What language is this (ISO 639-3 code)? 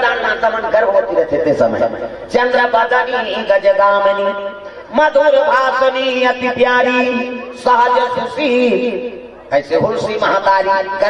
hne